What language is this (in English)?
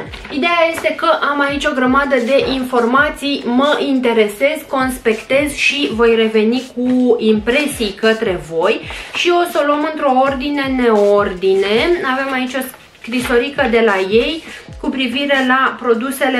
Romanian